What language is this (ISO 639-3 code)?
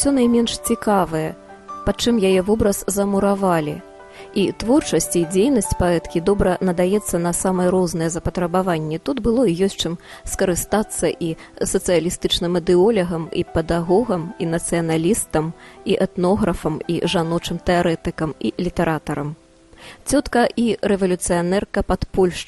bel